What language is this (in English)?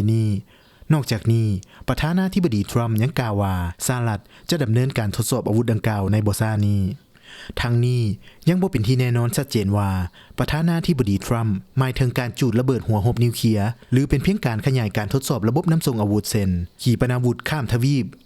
Lao